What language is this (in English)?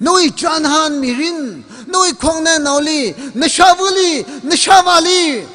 Tangkhul Naga (India)